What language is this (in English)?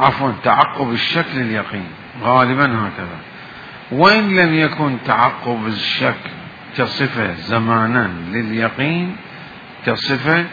Mesopotamian Arabic